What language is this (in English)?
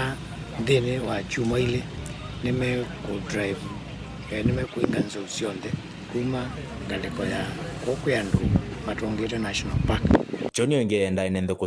Kamba